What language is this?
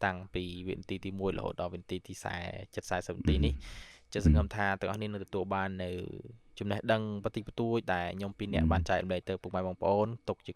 Khmer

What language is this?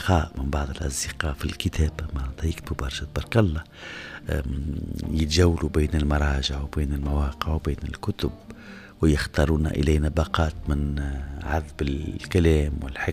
Tunisian Arabic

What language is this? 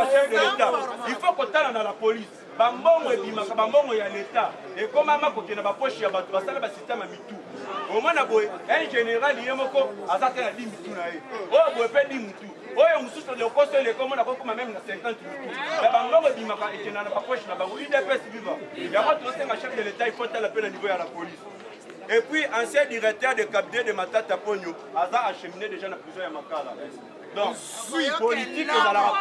Lingala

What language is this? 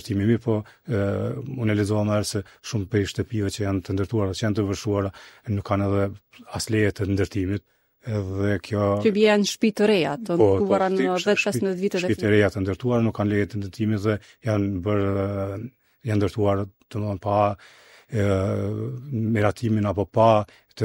Albanian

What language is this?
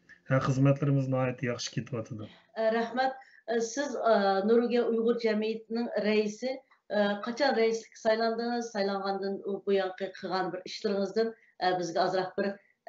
Uyghur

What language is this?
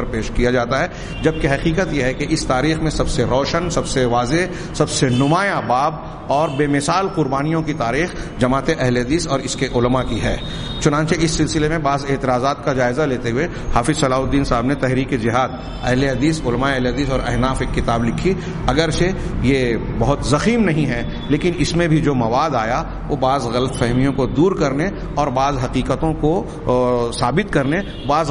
Urdu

